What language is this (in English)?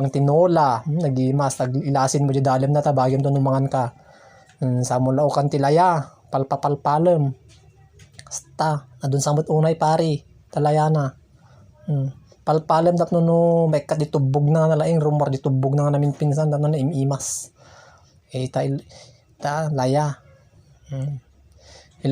Iloko